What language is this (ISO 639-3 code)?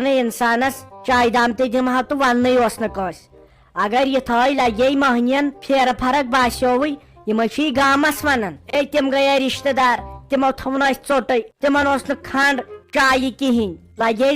kas